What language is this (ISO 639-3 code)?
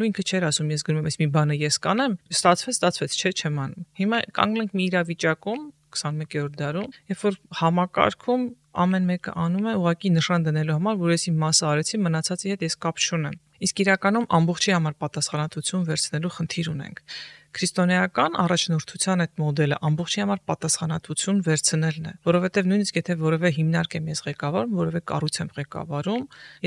hye